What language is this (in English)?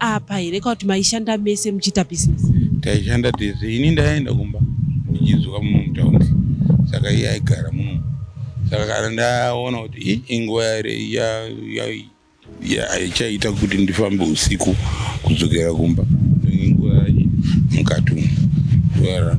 Shona